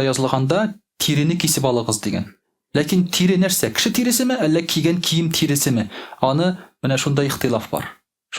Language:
Tatar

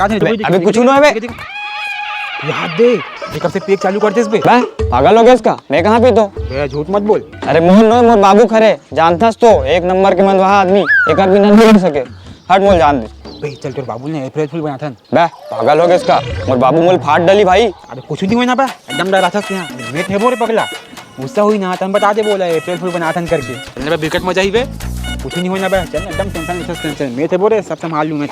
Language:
Chhattisgarhi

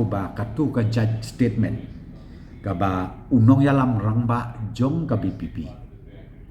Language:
Khasi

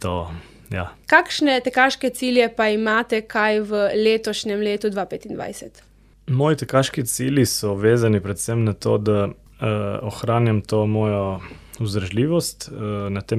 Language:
Slovenian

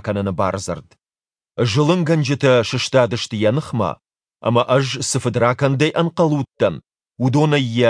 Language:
Ossetic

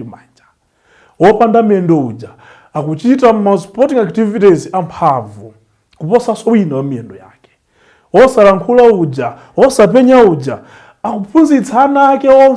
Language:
Nyanja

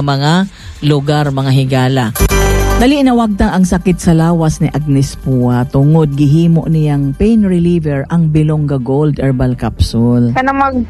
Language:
Cebuano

